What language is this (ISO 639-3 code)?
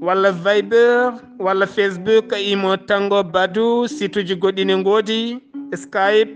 ful